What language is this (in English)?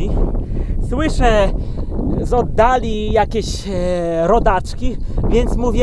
Polish